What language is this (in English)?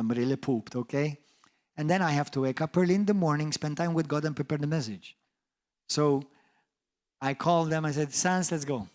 English